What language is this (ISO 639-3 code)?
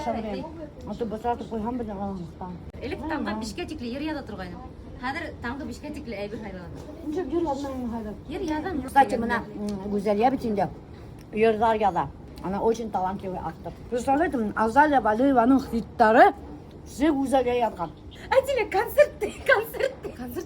bak